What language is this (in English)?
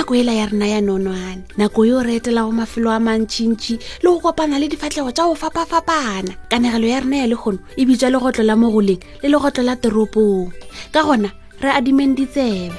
Northern Sotho